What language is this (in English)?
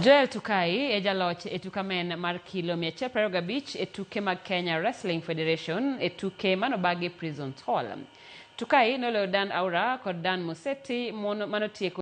Luo (Kenya and Tanzania)